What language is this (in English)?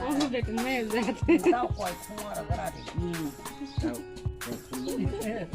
Kok Borok